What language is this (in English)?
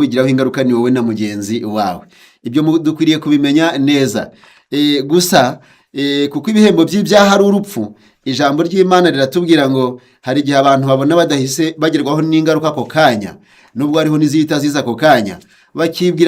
Kinyarwanda